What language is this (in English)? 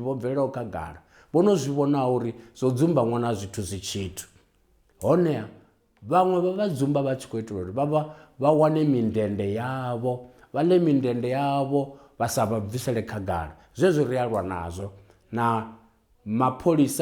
Venda